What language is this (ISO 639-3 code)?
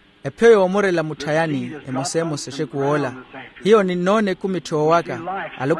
vmw